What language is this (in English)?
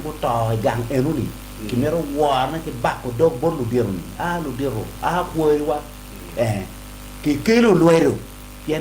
Acoli